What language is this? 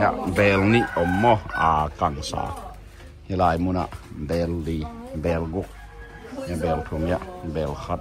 Tedim Chin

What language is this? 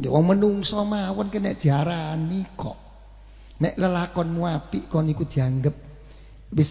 Javanese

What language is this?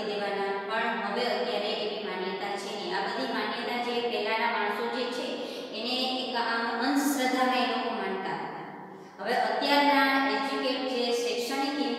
Gujarati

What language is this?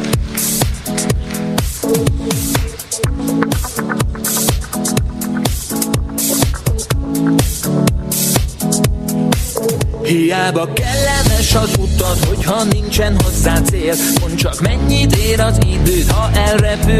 Hungarian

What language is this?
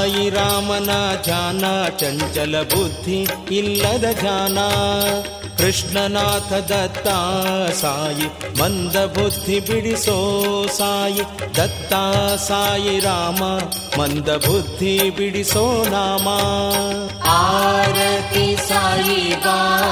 Kannada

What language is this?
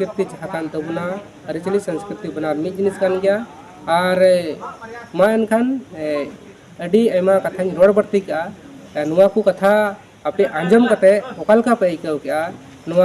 Santali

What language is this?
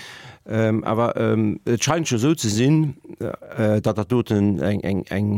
Luxembourgish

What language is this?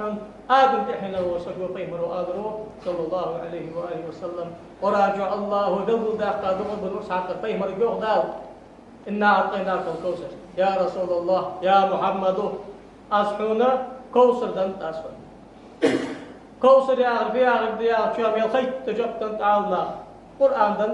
Ingush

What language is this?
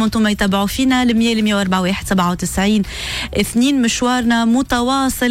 Tunisian Arabic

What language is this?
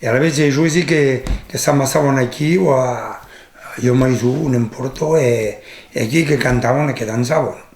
Occitan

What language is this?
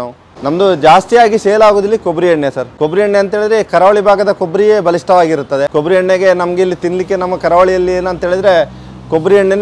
Kannada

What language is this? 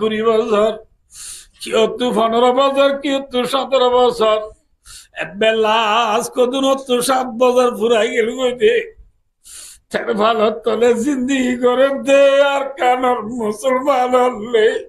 Rohingya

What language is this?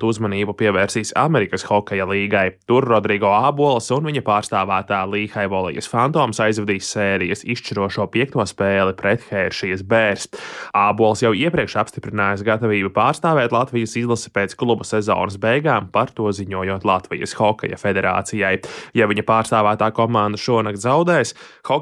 Latvian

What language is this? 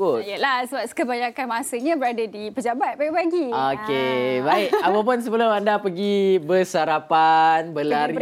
Malay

